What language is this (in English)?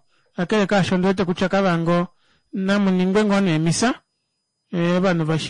Kuanyama